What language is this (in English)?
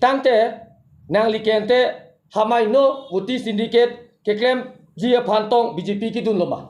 Karbi